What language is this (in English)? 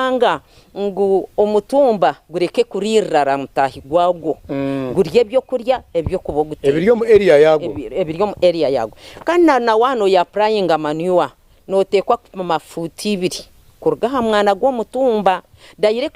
Nyankole